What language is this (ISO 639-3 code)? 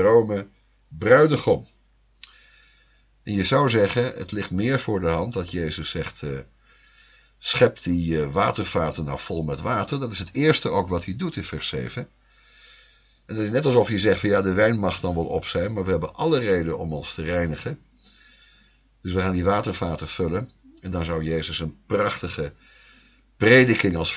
nld